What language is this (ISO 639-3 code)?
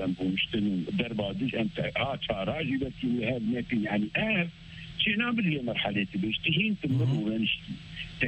kur